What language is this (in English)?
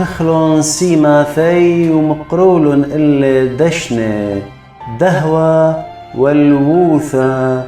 Assyrian Neo-Aramaic